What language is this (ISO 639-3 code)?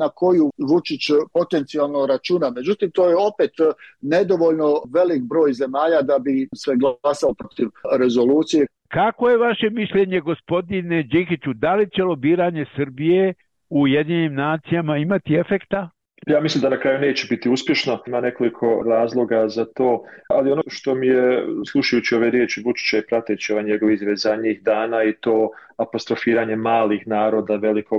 bos